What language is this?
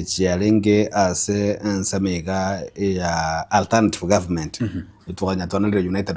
Gusii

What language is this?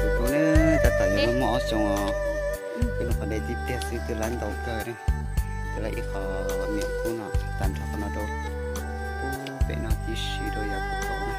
Hmong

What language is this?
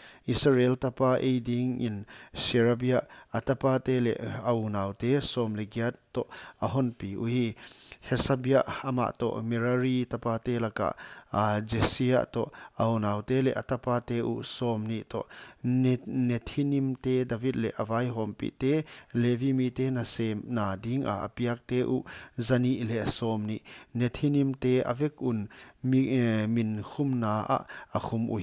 Paite Chin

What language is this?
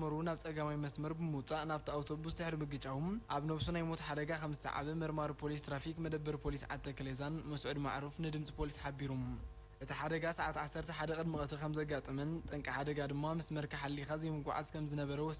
Tigrinya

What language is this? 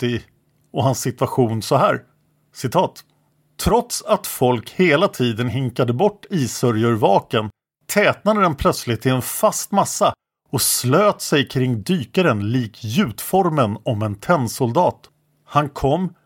Swedish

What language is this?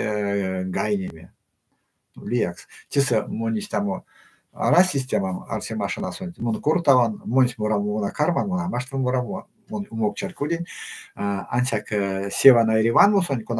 Erzya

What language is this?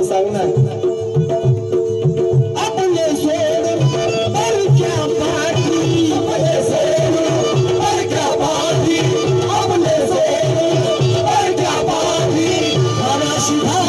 Marathi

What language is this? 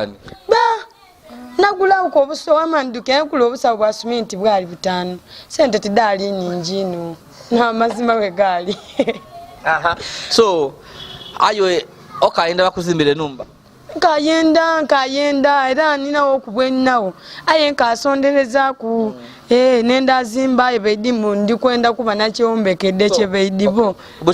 Soga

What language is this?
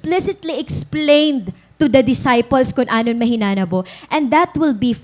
Waray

